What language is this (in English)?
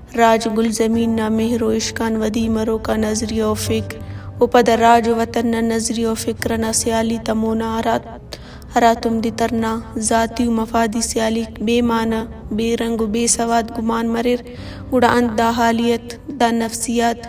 Brahui